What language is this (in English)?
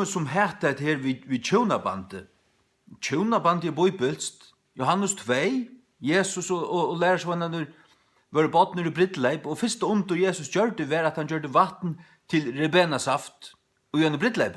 Faroese